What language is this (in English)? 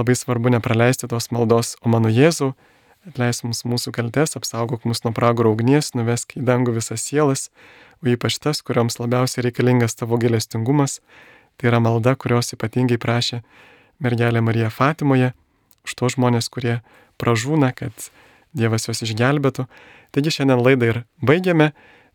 Lithuanian